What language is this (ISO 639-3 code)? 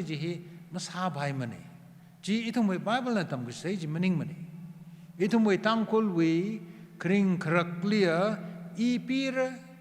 nmf